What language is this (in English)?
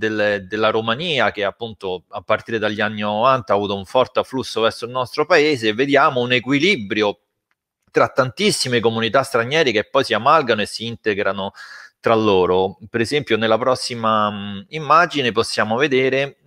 Italian